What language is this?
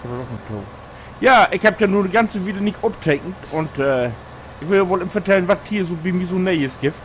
Low German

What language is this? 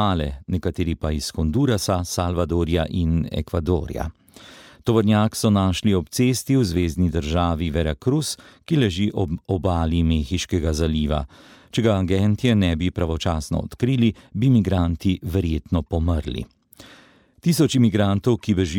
Slovenian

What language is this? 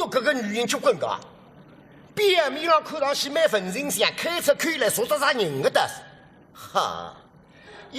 Wu Chinese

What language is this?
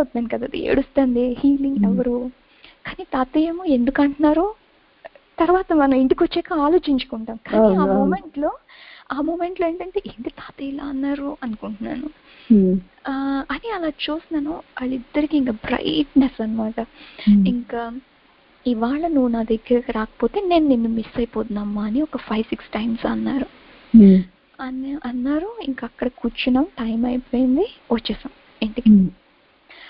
Telugu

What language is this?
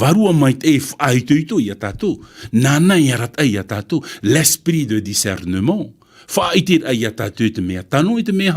Tahitian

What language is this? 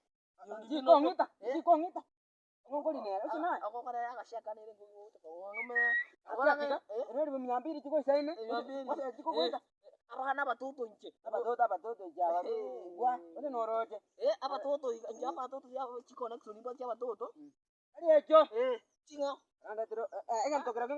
Gusii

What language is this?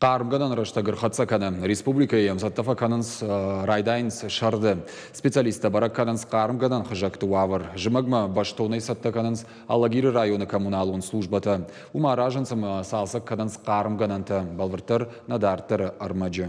Ossetic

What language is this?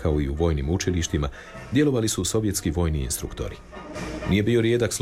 Croatian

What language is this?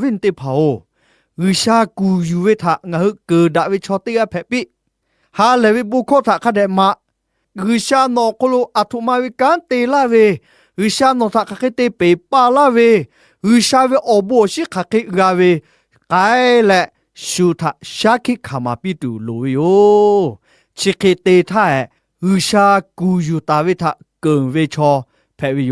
Lahu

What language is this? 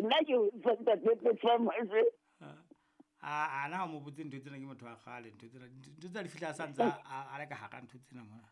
Southern Sotho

